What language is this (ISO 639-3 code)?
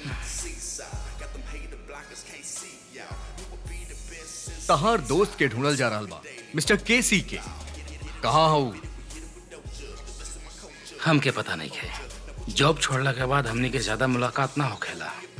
bho